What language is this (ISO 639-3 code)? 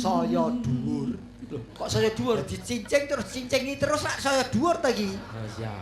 jav